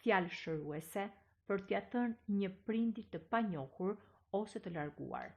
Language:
Albanian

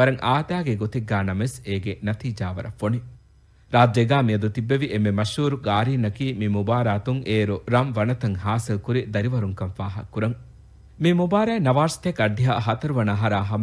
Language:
Divehi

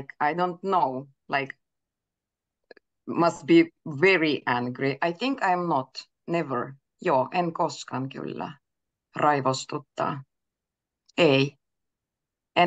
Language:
Finnish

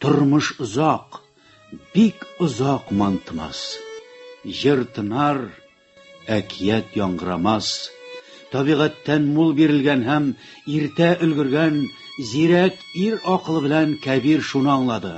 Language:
Tatar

